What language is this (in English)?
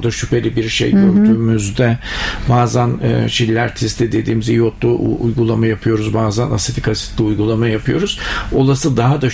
Turkish